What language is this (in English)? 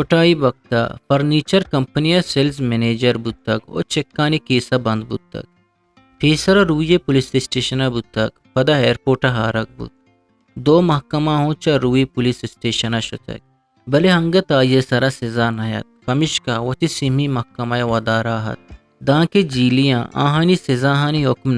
Eastern Balochi